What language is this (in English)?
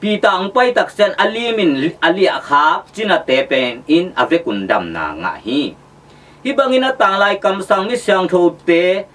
Tedim Chin